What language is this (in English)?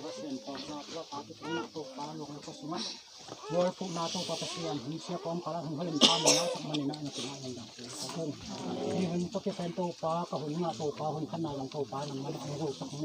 Tedim Chin